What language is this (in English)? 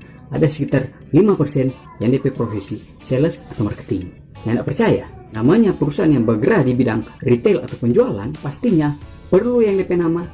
Manado Malay